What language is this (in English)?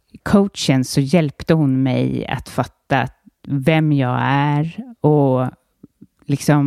Swedish